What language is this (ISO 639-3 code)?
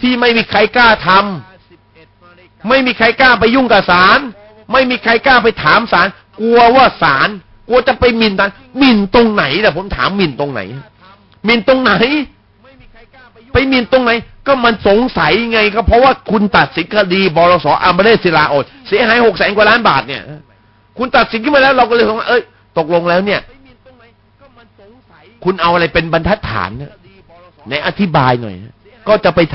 tha